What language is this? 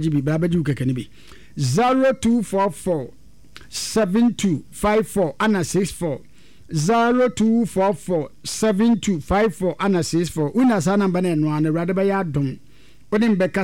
Akan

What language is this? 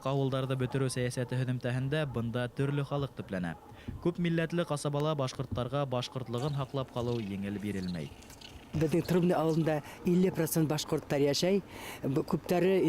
Bashkir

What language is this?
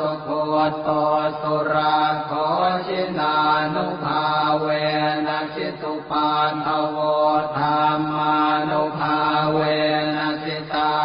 Pali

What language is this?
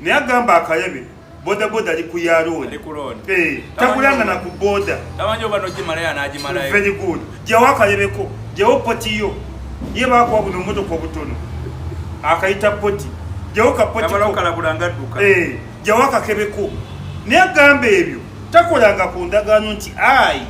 Ganda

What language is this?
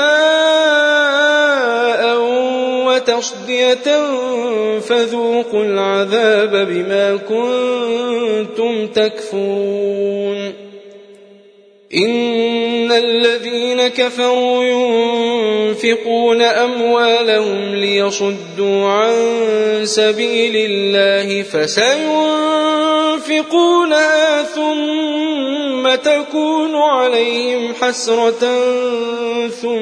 Arabic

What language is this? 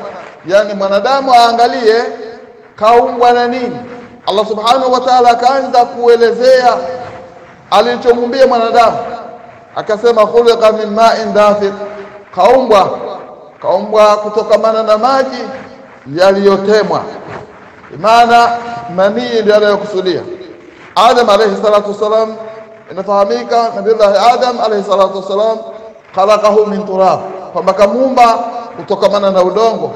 Swahili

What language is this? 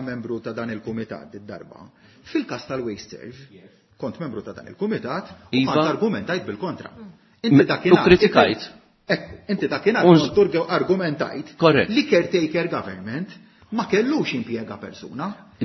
Maltese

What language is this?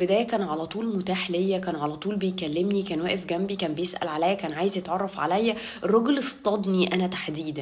Egyptian Arabic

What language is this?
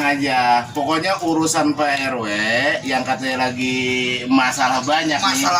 Betawi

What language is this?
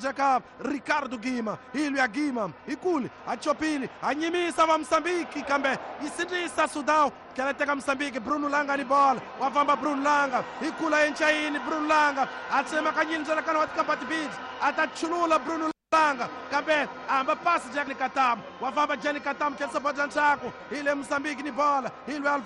Tsonga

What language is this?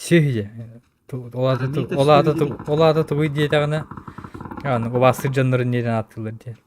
Yakut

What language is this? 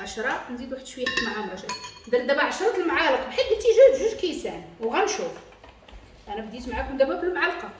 Moroccan Arabic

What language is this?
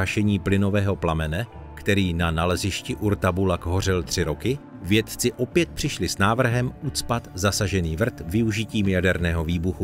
Czech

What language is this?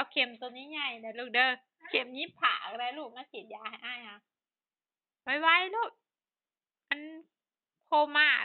Lao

